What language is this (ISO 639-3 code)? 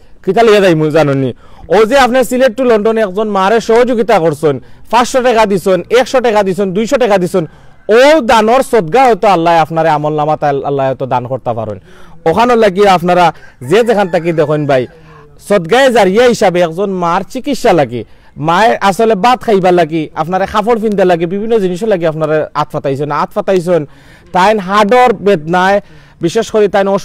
syl